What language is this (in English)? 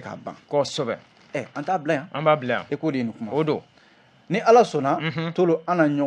Bambara